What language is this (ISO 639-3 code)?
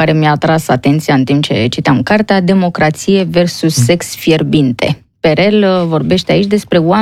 ron